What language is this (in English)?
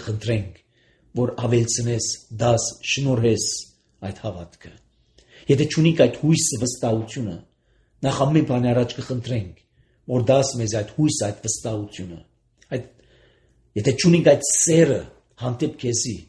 Armenian